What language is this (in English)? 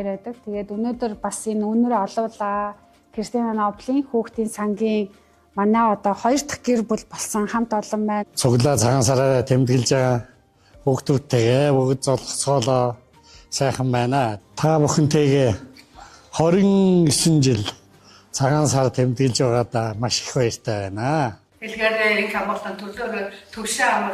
Mongolian